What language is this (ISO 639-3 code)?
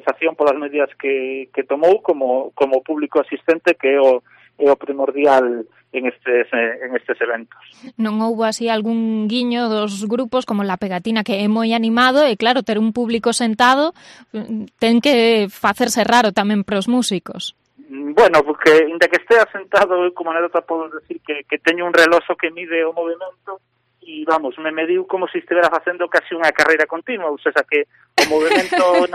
glg